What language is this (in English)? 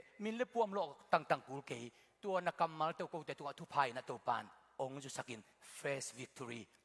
Tedim Chin